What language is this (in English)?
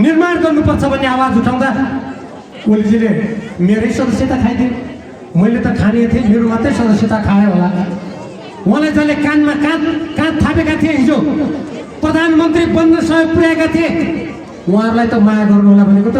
Nepali